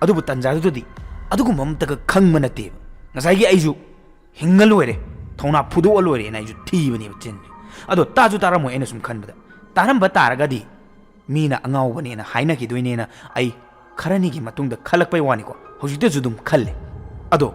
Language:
Manipuri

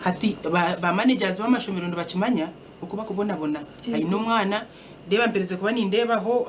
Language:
Nyankole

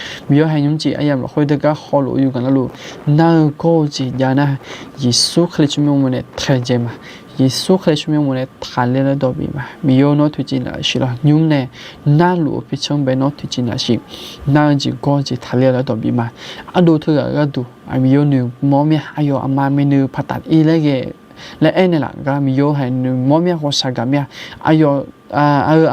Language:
Akha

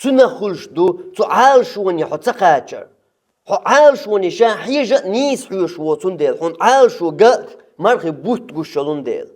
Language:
Chechen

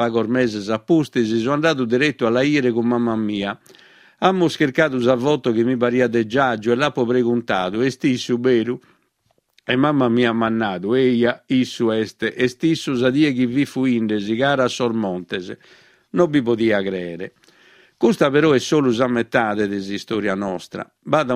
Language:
Sardinian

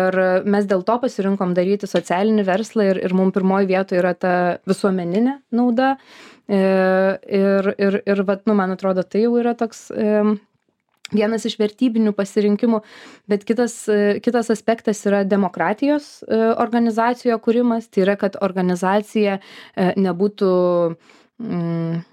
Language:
Lithuanian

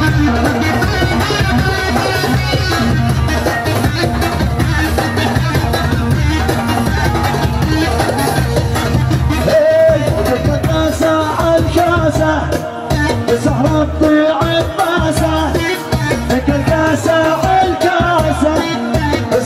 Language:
South Levantine Arabic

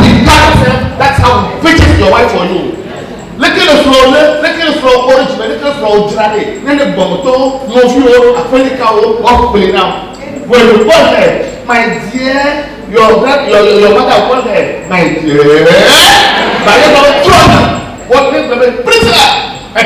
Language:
Ewe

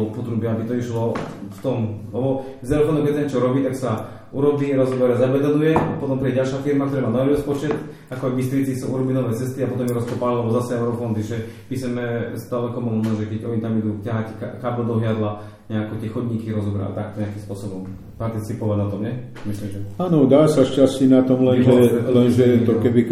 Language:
Slovak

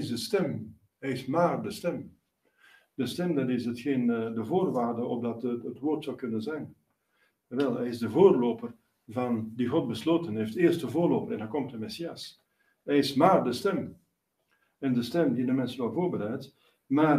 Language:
Dutch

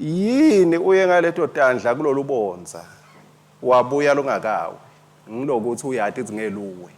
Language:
Swati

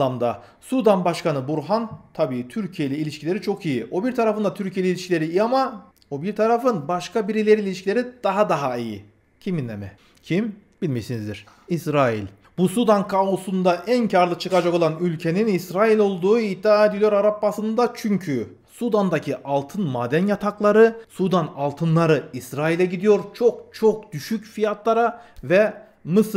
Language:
Turkish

